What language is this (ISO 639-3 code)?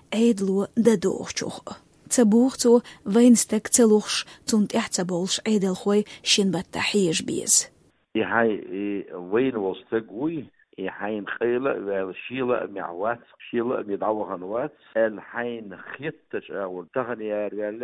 che